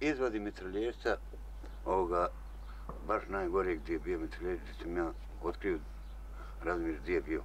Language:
Bosnian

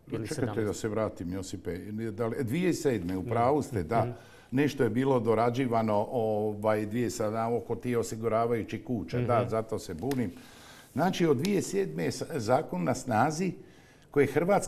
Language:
Croatian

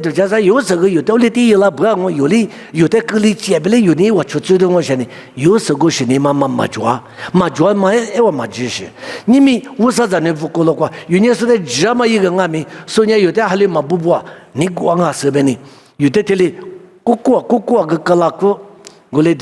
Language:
Lisu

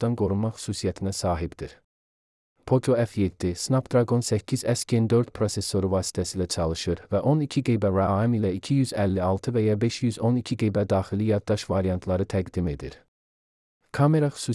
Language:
Azerbaijani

